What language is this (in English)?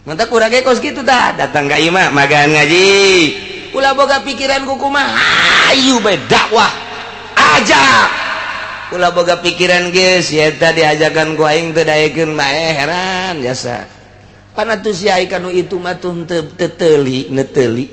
Sundanese